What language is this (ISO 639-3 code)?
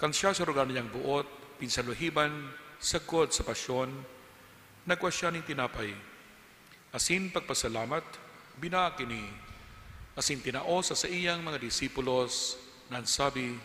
bik